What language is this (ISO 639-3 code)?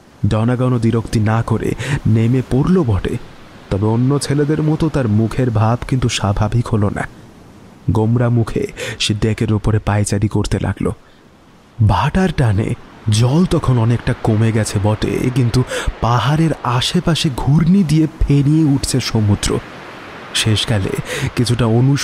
ben